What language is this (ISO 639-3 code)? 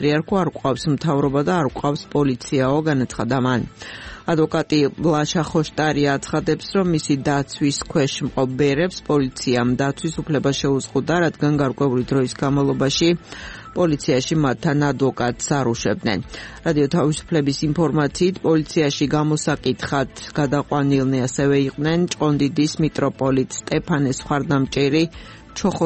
kat